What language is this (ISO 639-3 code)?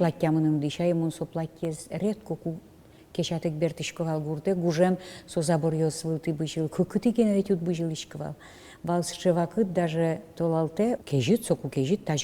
udm